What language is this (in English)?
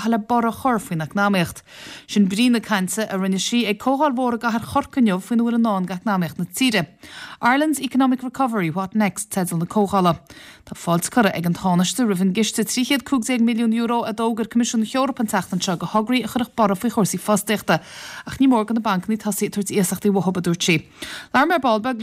Irish